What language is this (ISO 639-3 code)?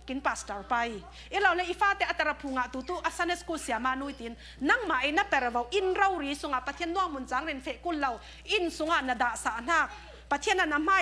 cfm